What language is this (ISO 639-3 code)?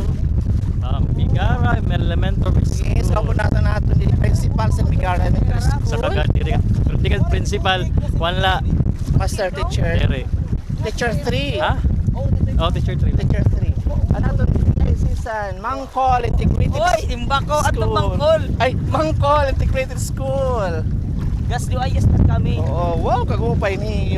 war